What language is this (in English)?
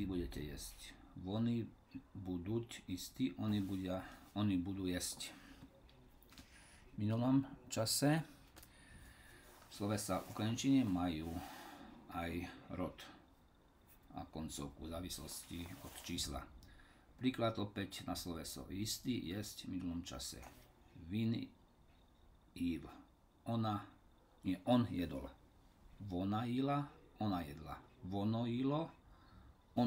Slovak